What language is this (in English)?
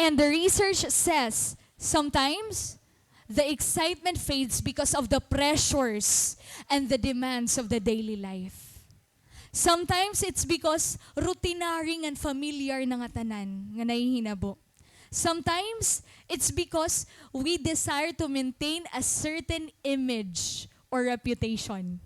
Waray